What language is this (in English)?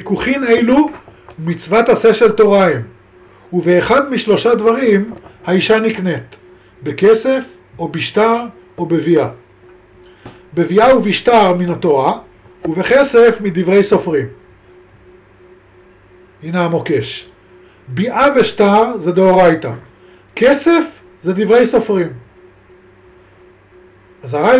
Hebrew